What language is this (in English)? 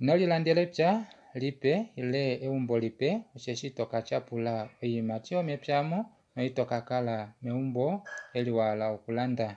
Kuanyama